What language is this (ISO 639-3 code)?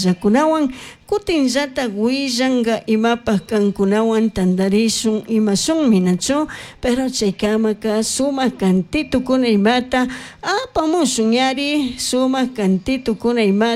qug